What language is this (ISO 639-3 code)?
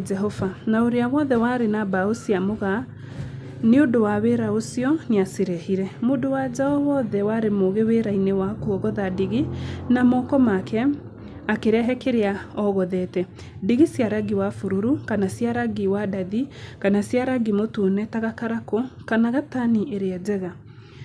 kik